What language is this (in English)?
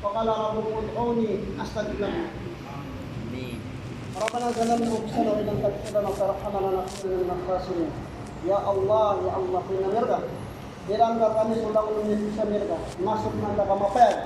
Maranao